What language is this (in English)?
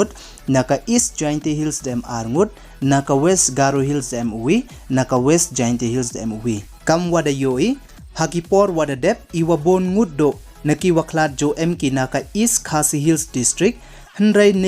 Pnar